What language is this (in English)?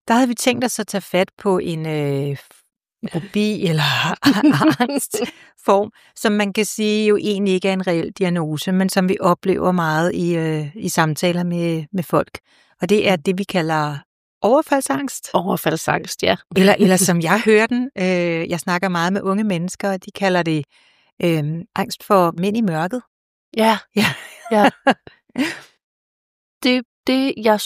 Danish